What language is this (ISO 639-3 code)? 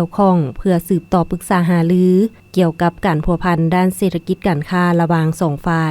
lao